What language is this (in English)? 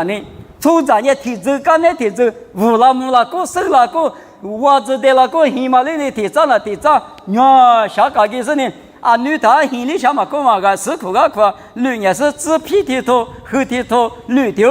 Lisu